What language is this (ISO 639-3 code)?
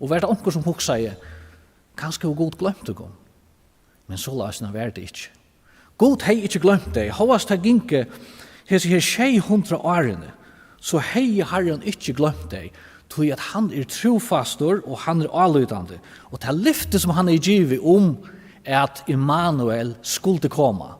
fao